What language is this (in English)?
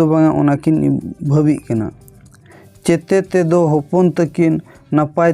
Santali